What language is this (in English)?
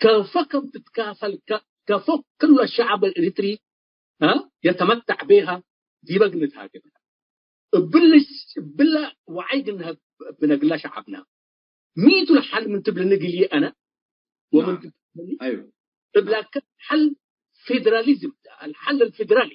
Tigre